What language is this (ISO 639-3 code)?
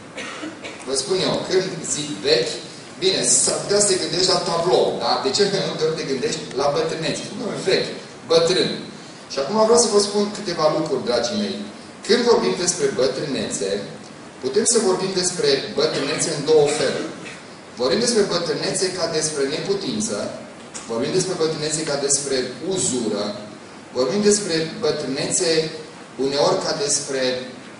ron